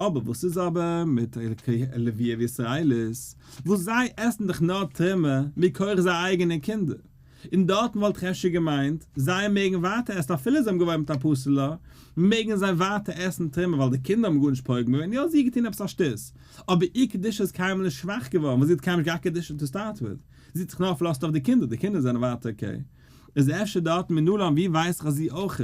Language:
Yiddish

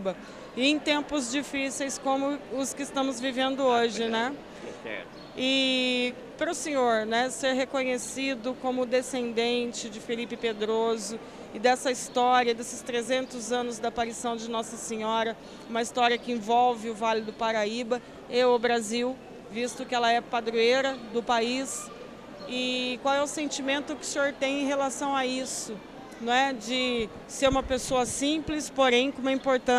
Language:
Portuguese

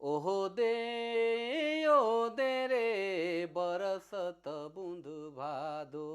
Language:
Sadri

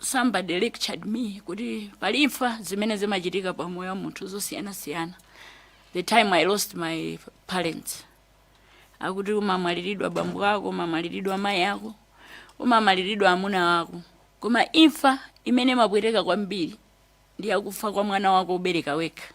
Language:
Nyanja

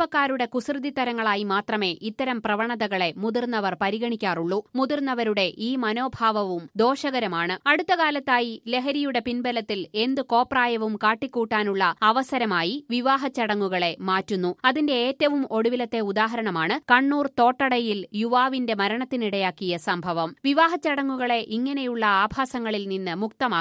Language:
Malayalam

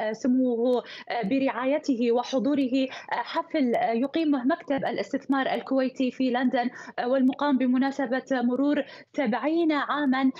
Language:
Arabic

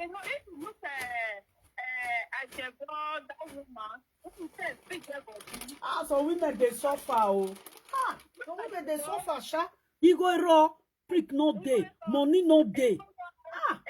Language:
Nigerian Pidgin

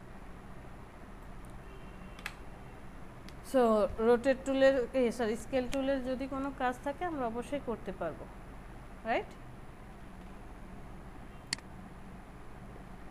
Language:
Bangla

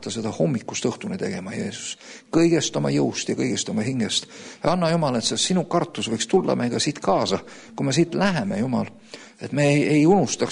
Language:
Estonian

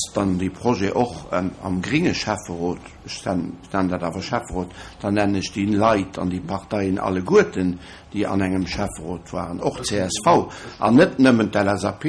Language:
Luxembourgish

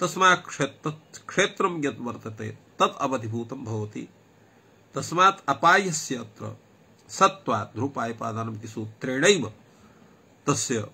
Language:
Sanskrit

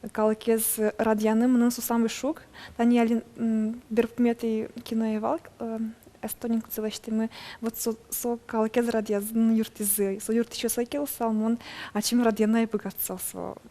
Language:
Udmurt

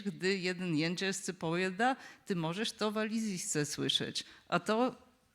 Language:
Upper Sorbian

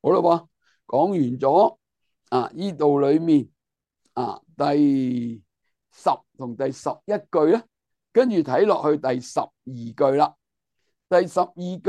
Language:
Cantonese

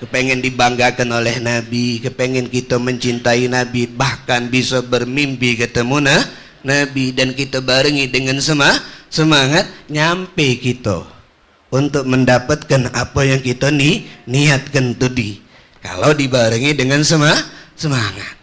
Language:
Musi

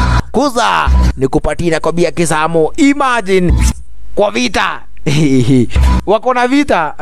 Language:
Swahili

